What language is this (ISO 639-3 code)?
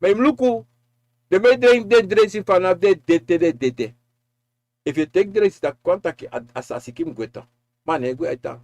srn